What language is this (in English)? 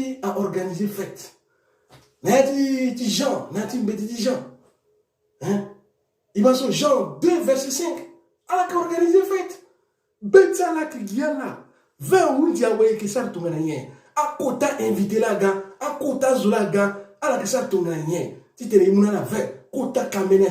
Sango